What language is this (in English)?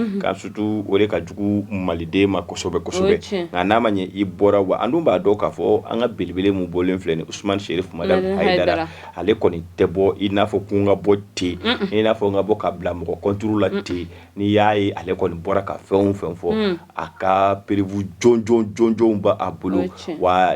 Bambara